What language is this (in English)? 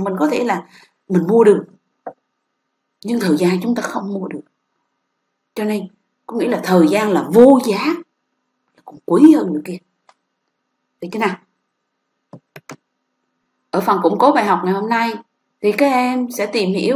Vietnamese